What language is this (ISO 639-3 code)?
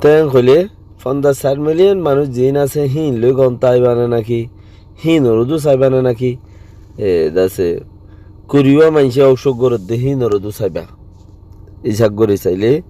rhg